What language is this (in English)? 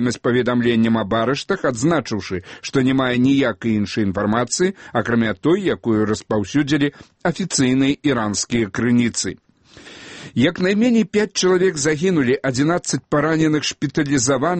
Belarusian